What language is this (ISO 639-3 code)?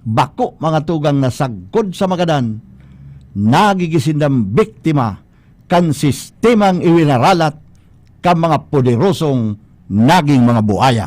bik